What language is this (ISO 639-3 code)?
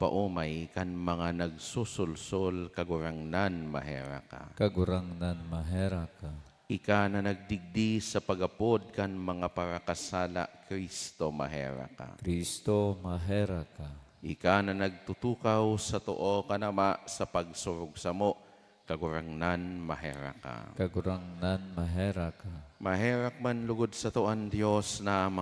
bik